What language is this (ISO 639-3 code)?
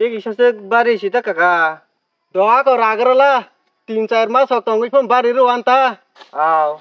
trp